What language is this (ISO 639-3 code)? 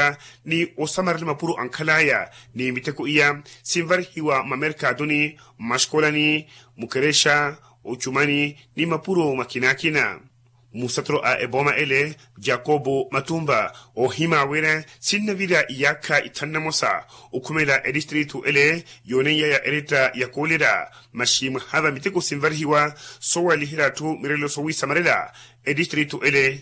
vmw